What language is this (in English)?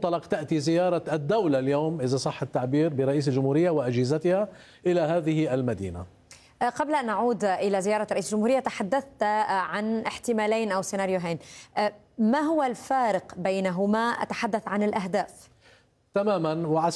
Arabic